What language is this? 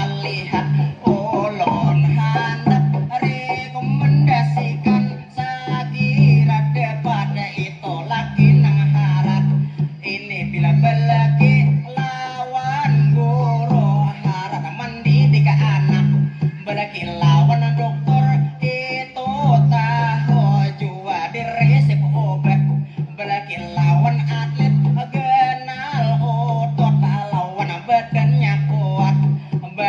Banjar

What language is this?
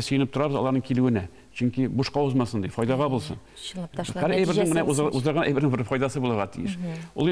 Tatar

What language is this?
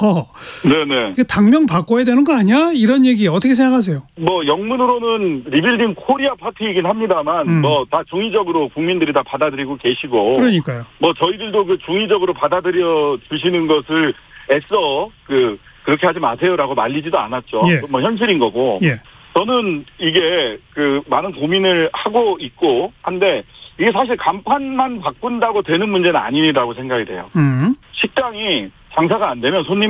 Korean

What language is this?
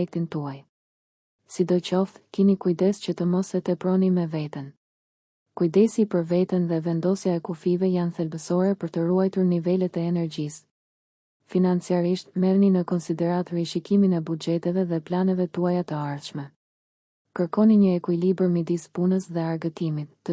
Albanian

